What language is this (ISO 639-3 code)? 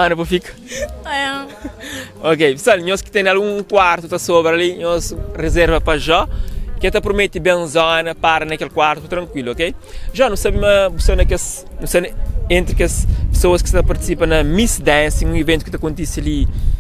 kea